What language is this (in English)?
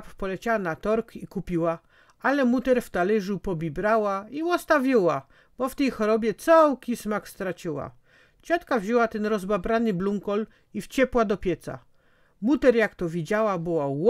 Silesian